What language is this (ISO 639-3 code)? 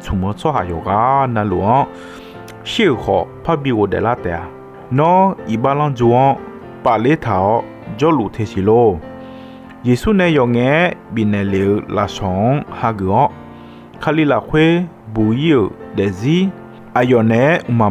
ahk